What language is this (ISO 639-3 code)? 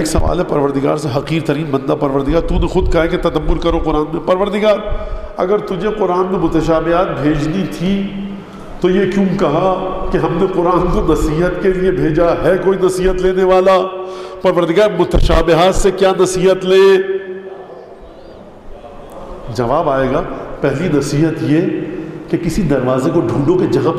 urd